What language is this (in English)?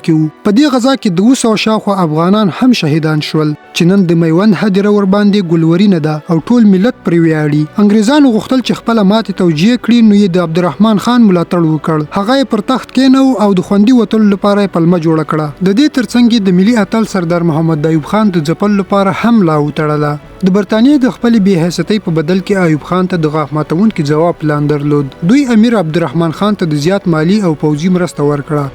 Pashto